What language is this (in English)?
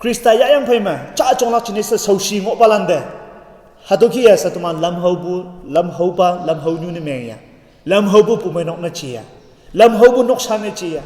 Konyak Naga